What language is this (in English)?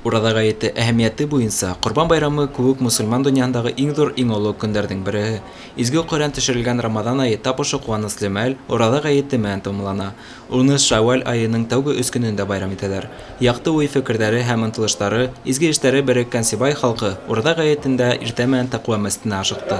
Bashkir